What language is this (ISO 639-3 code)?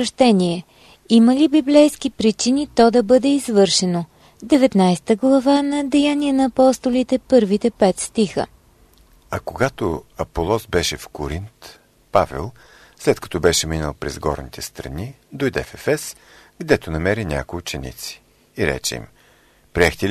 bul